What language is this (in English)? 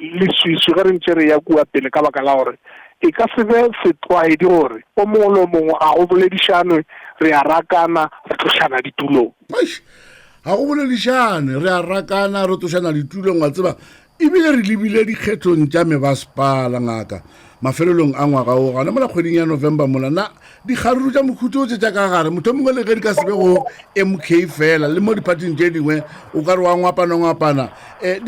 Northern Sotho